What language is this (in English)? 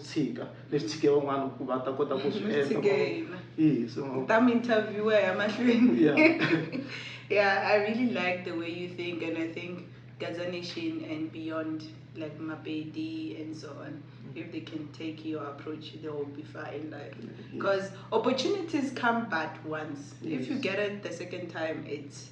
Tsonga